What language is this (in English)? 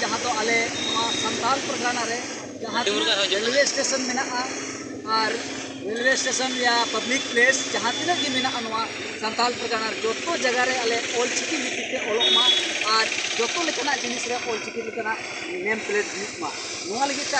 Santali